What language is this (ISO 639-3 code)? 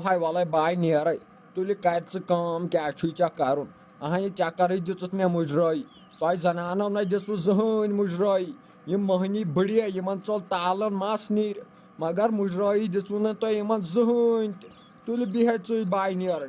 kas